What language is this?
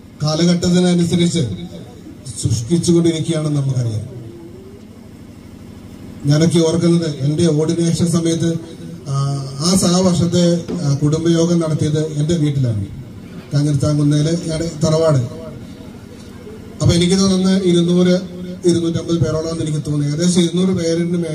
Malayalam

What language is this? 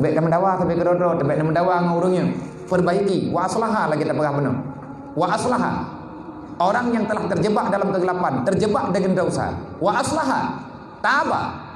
Achinese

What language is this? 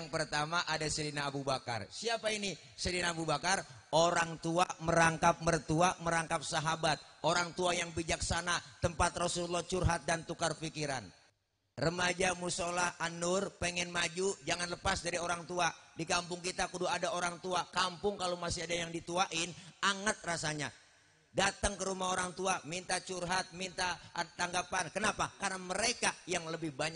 Betawi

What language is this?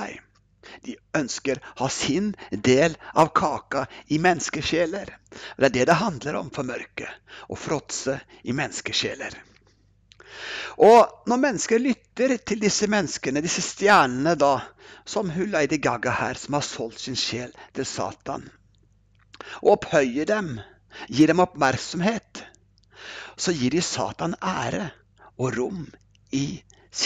Norwegian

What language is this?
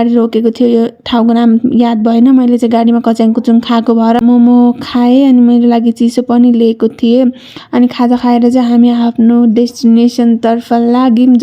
Nepali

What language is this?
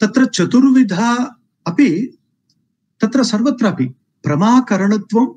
Sanskrit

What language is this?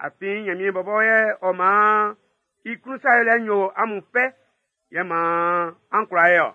Baoulé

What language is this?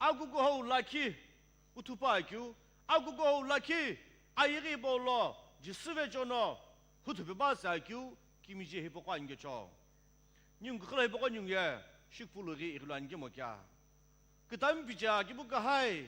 Sumi Naga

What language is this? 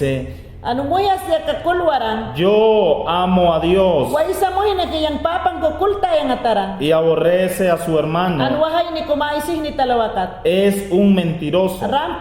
Mayangna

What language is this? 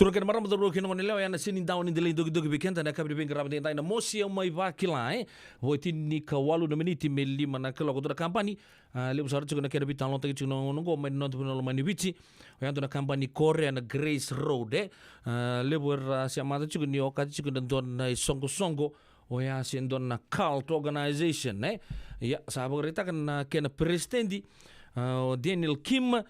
Fijian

